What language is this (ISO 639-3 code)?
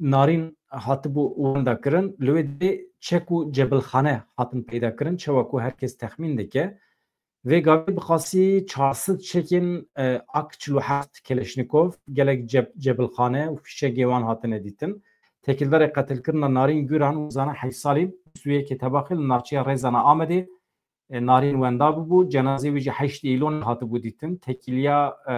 kur